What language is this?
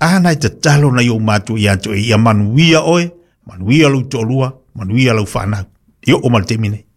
Samoan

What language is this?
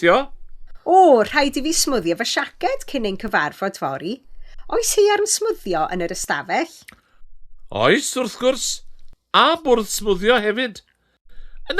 Welsh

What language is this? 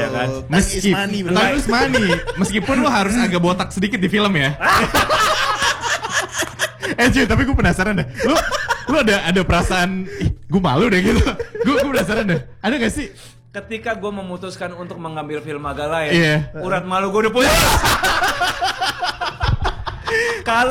Indonesian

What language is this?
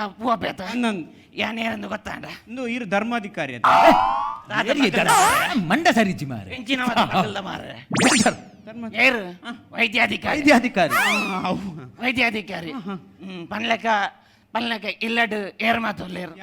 Tulu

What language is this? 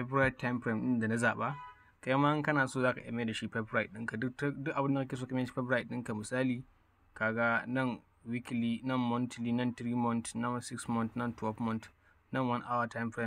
Hausa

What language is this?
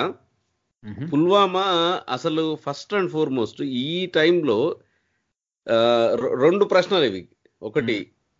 Telugu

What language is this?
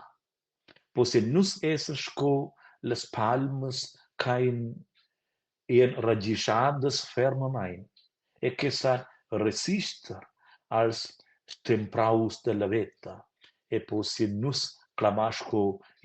Romansh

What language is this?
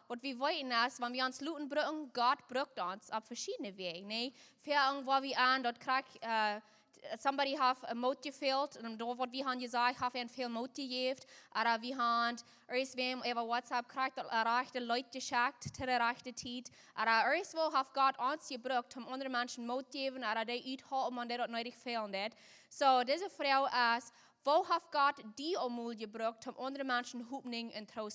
Plautdietsch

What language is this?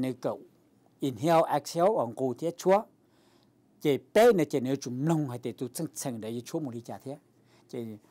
Hmong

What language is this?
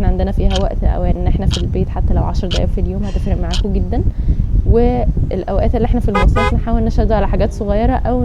Egyptian Arabic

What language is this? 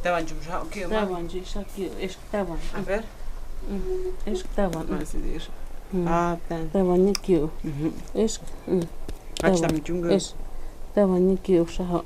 Totontepec Mixe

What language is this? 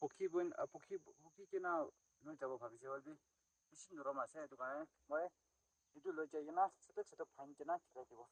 Naga Pidgin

